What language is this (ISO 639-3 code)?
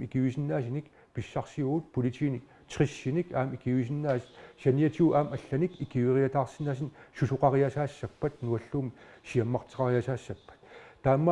kal